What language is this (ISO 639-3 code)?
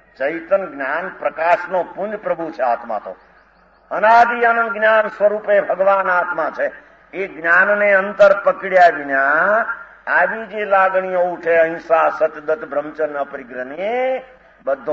guj